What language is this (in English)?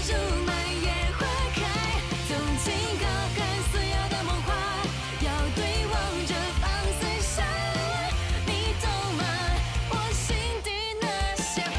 Chinese